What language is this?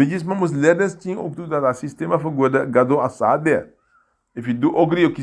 Sranan Tongo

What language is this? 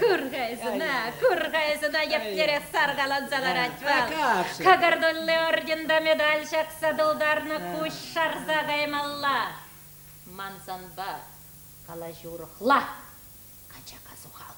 Chuvash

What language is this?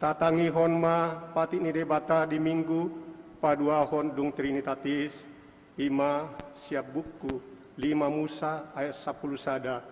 Batak Toba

